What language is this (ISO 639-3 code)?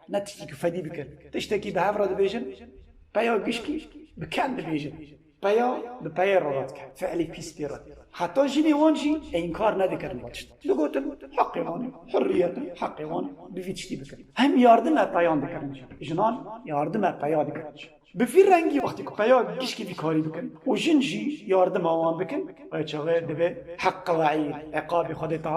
kur